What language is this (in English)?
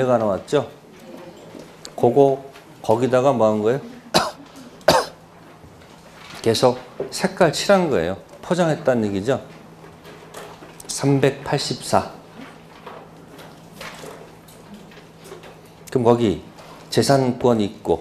Korean